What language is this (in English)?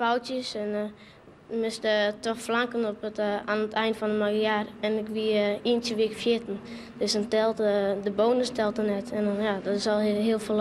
Western Frisian